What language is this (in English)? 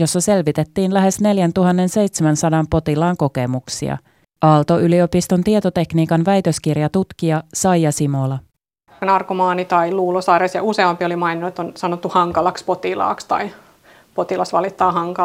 Finnish